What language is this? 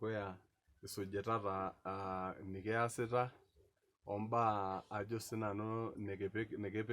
Masai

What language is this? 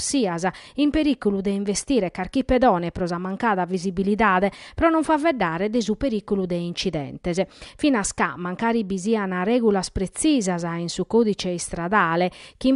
Sardinian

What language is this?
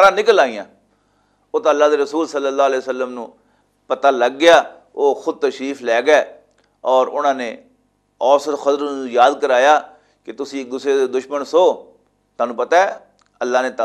Western Panjabi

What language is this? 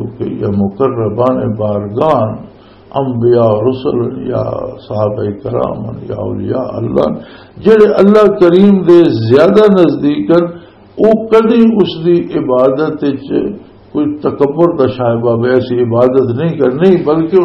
Western Panjabi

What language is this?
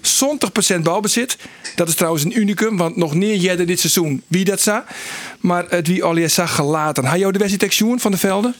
Western Frisian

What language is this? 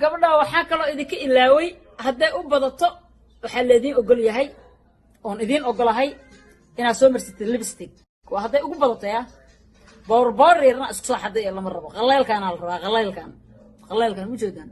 Somali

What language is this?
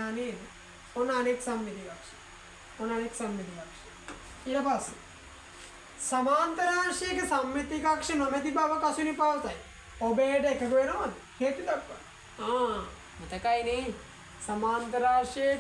Sinhala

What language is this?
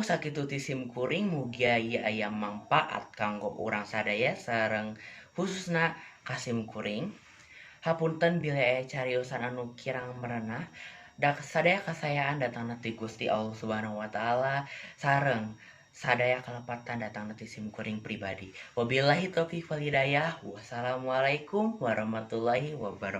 Sundanese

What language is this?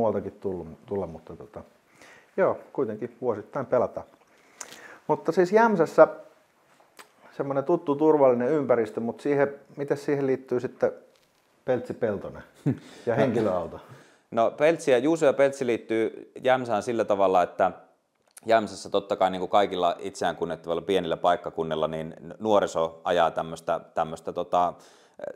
Finnish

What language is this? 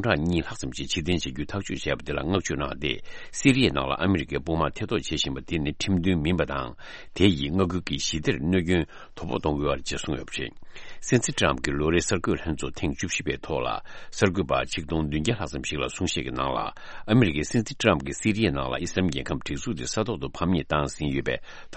Tibetan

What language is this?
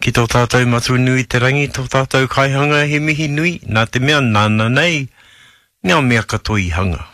Māori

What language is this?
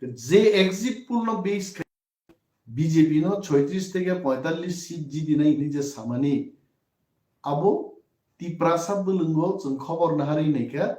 Kok Borok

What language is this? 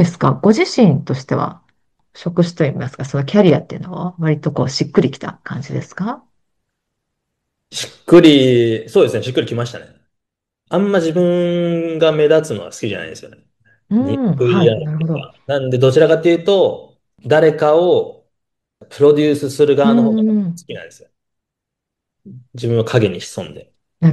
Japanese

